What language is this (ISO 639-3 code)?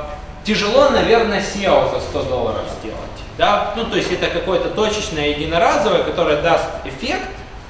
rus